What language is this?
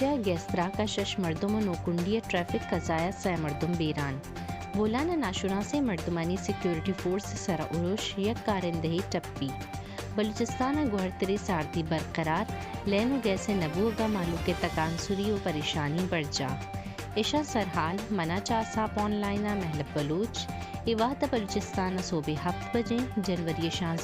Baluchi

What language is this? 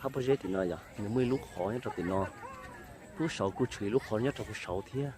Hmong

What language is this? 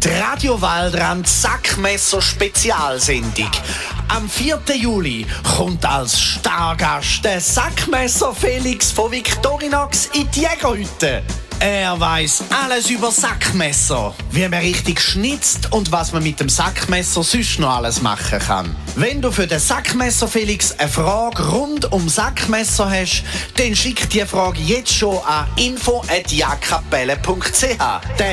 Swiss German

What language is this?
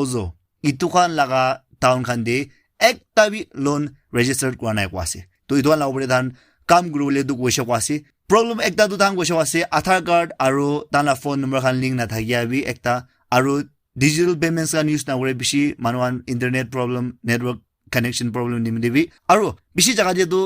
Naga Pidgin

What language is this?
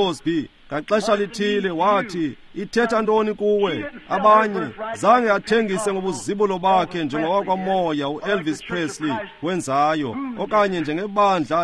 Xhosa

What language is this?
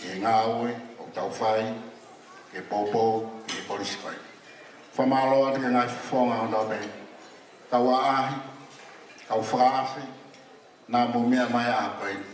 Tongan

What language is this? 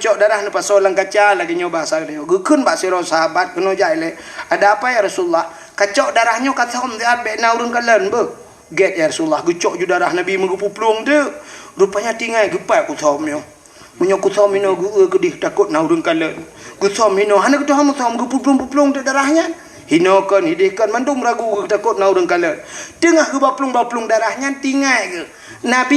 Achinese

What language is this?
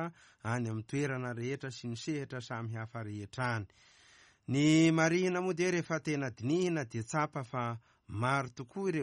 Malagasy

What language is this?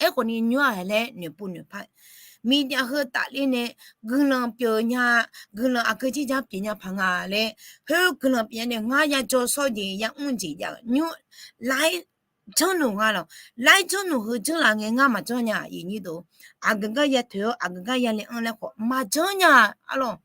Akha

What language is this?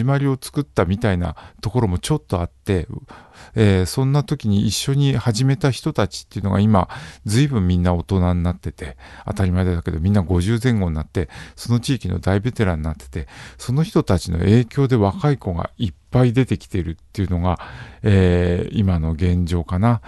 Japanese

